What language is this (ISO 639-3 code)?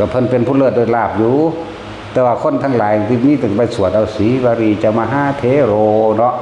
tts